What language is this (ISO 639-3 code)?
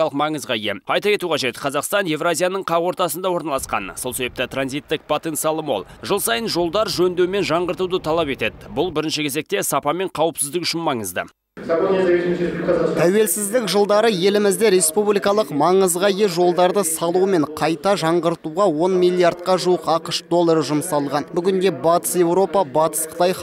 kaz